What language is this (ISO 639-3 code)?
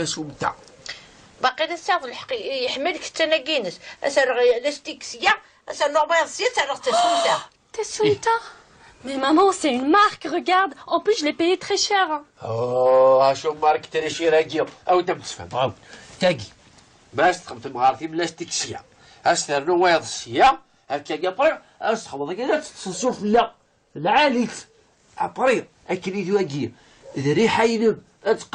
kab